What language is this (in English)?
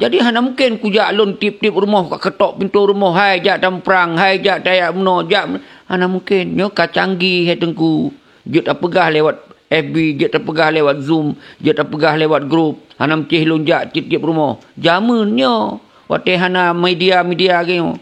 Achinese